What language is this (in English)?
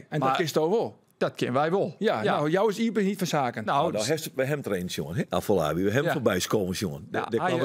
Western Frisian